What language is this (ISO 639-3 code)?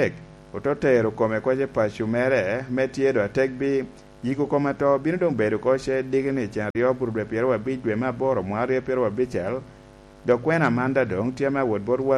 laj